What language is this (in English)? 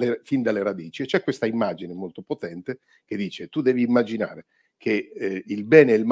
Italian